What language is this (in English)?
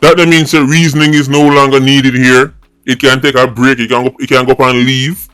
Jamaican Creole English